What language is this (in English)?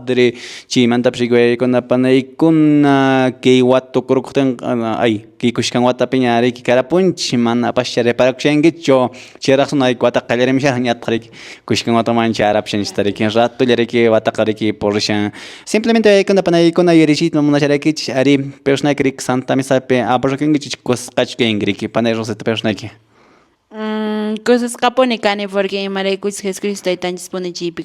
Quechua